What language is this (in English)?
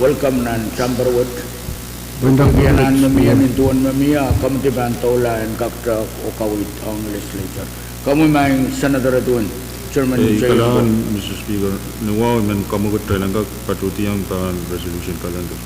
Pohnpeian